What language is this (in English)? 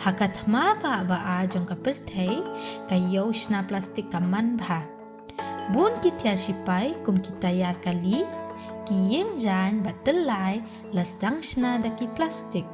Khasi